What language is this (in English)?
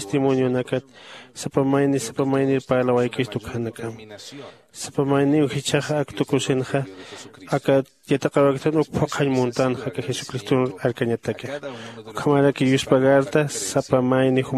Aymara